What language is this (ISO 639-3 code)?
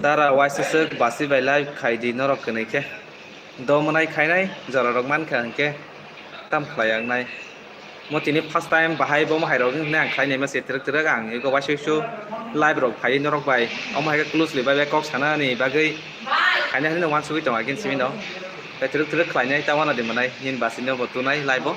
trp